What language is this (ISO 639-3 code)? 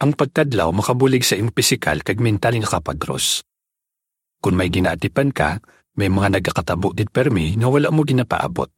hil